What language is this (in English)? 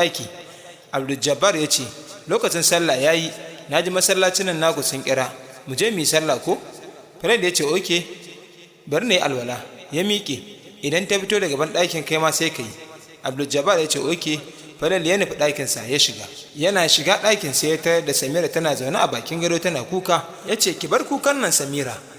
Hausa